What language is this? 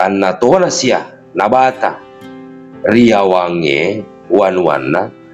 Buginese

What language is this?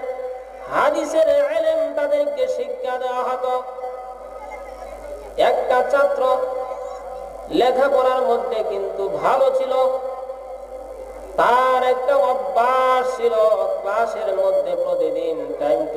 Bangla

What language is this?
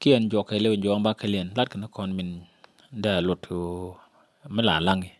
Nuer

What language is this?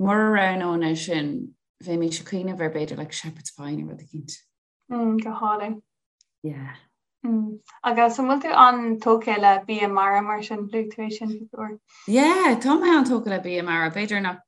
Irish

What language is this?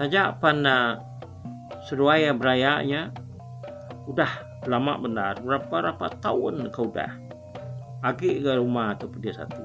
Iban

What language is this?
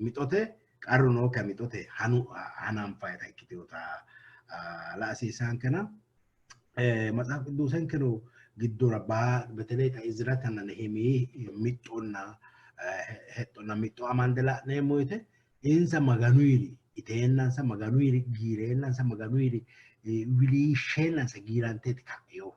Sidamo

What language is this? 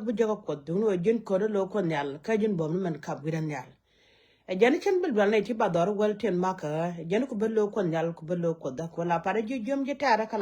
Nuer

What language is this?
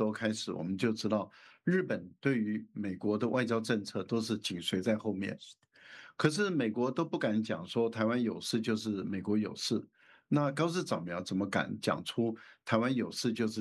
Chinese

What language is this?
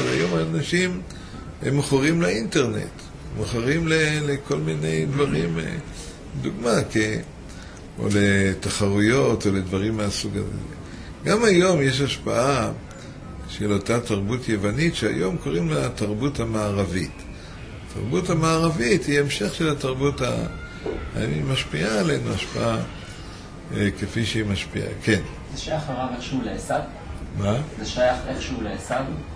Hebrew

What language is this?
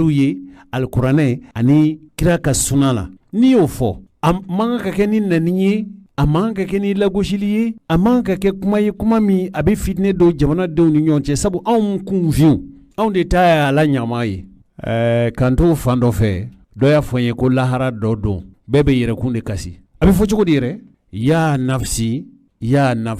Bambara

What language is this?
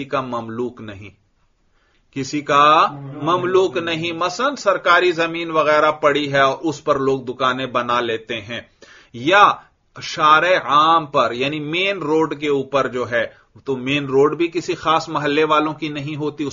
Urdu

